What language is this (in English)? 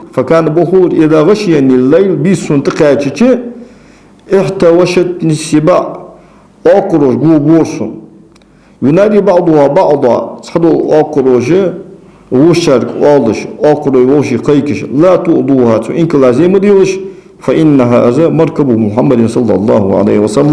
Ingush